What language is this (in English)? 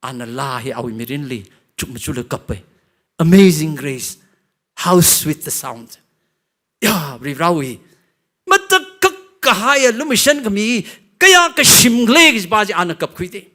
Tangkhul Naga (India)